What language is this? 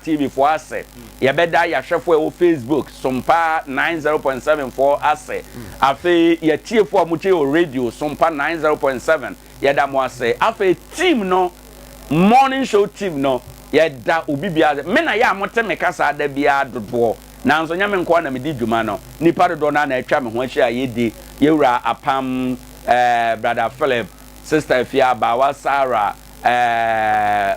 Akan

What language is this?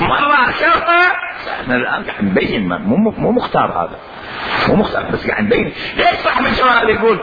Mesopotamian Arabic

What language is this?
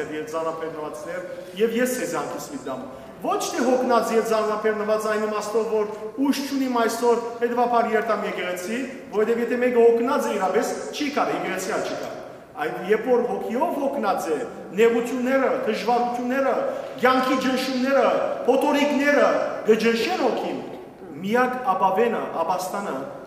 Western Armenian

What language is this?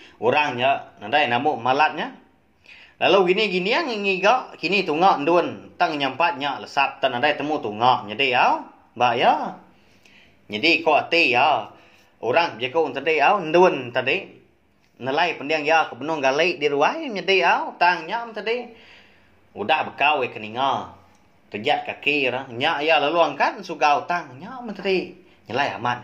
Iban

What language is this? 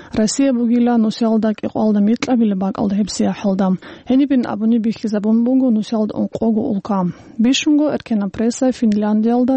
Avaric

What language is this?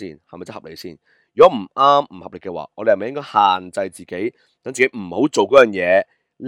Cantonese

